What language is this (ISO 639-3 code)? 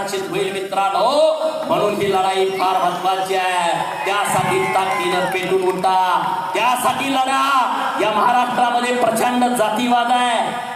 mar